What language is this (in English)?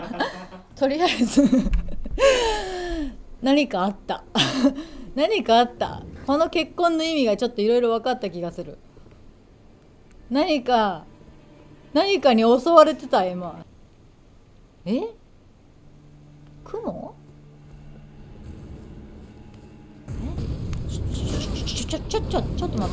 Japanese